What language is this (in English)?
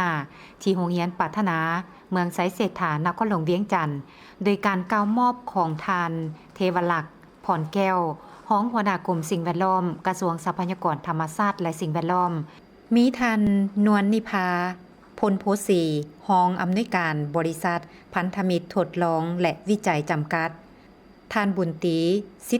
Lao